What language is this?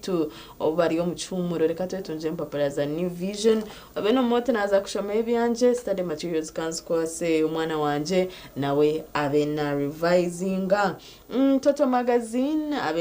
Nyankole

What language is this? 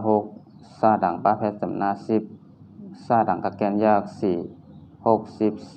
Shan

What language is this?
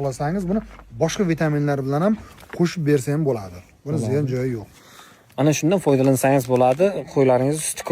Uzbek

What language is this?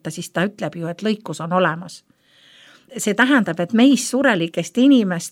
Estonian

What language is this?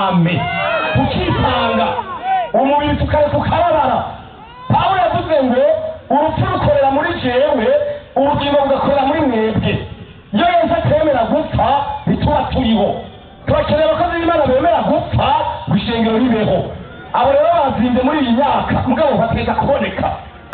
Rundi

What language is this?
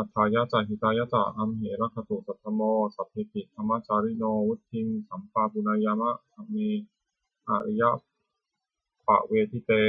Pali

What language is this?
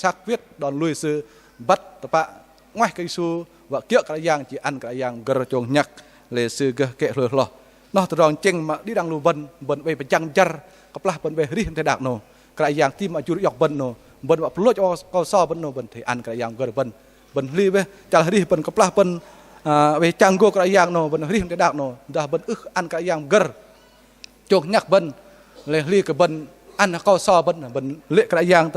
Bahnar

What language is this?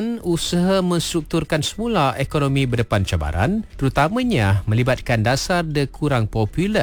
Malay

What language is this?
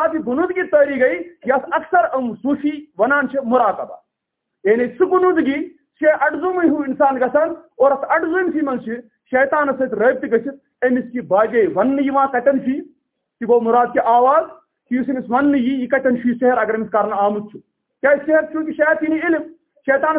Kashmiri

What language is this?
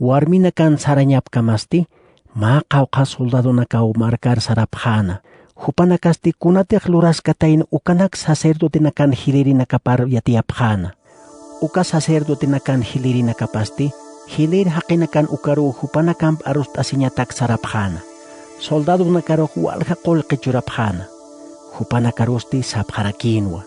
Aymara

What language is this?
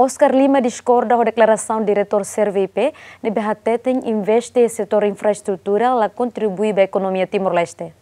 Tetum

